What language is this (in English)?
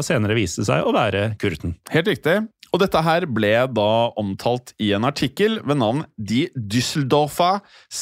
Norwegian